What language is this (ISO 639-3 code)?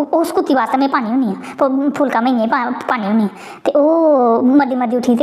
doi